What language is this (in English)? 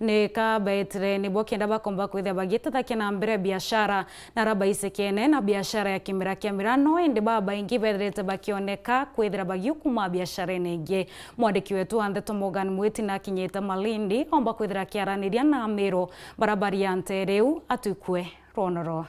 Meru